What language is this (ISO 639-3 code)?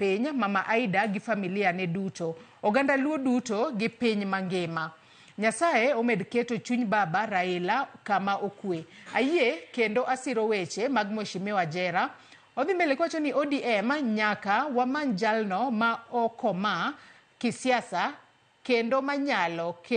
luo